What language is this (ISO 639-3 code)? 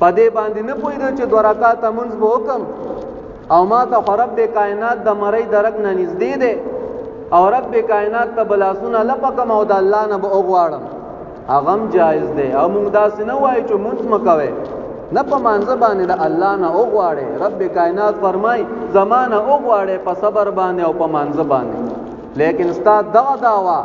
pus